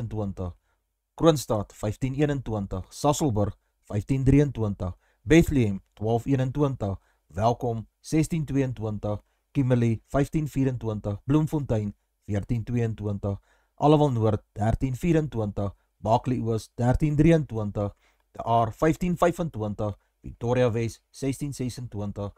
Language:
Afrikaans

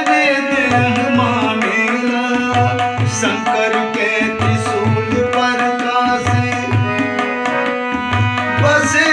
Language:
Bhojpuri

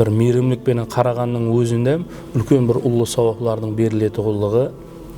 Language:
Kara-Kalpak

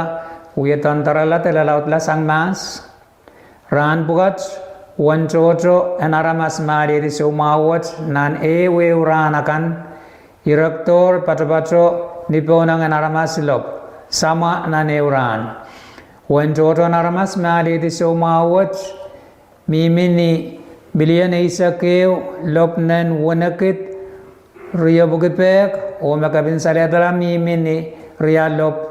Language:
Pohnpeian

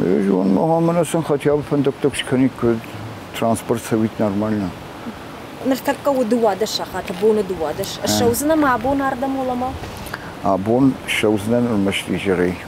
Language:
Ossetic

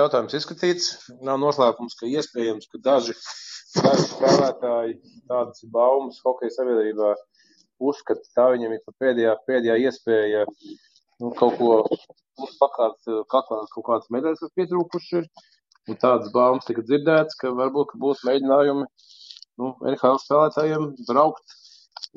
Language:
Latvian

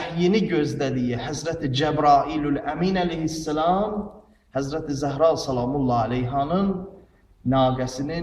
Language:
Azerbaijani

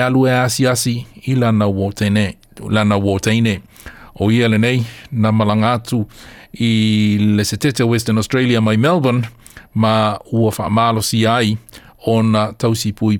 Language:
Samoan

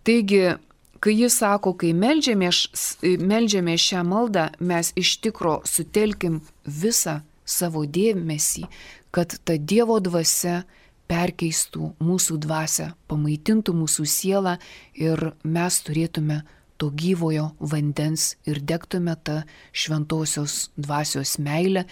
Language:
Lithuanian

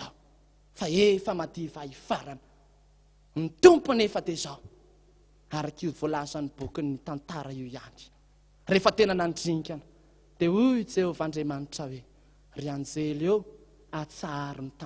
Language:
Malagasy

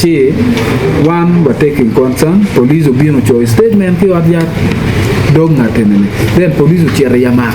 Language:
Acoli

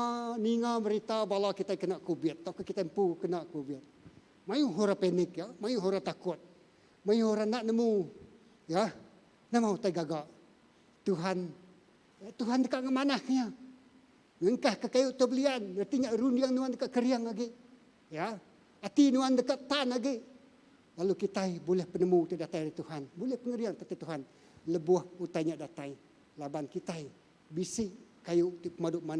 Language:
Iban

